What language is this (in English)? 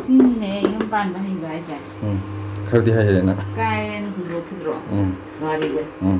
Manipuri